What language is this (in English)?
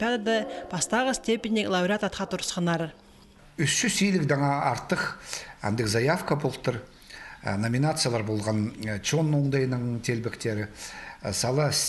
Khakas